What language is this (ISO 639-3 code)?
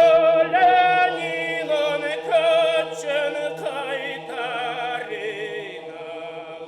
oss